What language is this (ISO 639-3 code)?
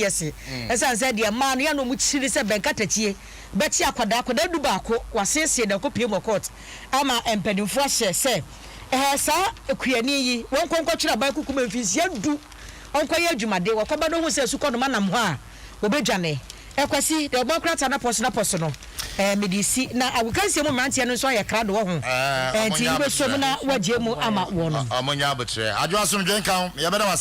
aka